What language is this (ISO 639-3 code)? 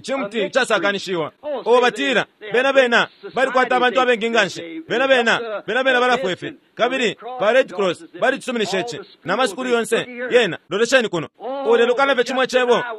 bem